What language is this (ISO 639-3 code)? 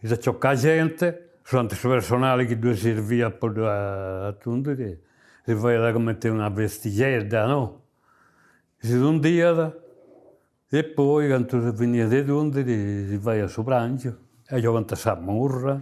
srd